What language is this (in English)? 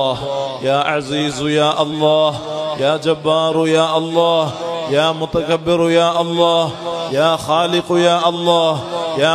Malayalam